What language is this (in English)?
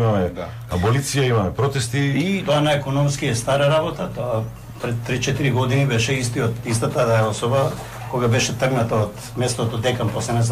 Macedonian